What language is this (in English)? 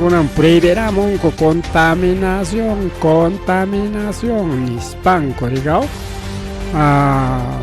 Ayacucho Quechua